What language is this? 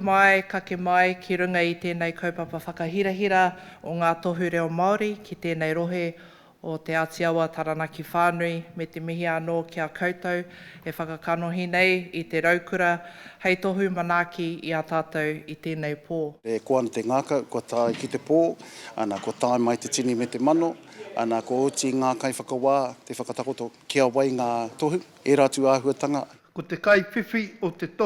Māori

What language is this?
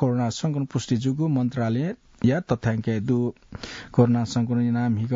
Newari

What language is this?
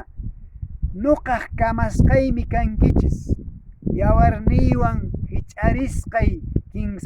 Quechua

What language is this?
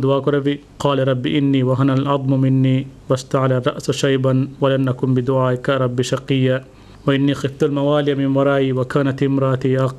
Divehi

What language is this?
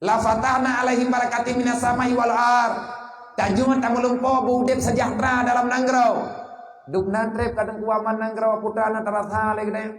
Achinese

